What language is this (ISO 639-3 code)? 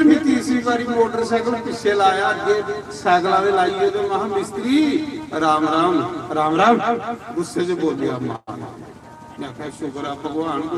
doi